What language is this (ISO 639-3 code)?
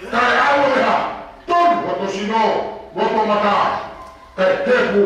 ton